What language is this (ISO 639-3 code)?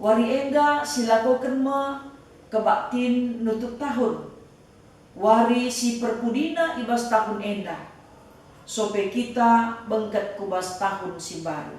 btx